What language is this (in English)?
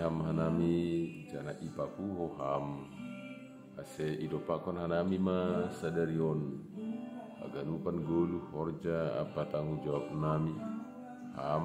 Batak Simalungun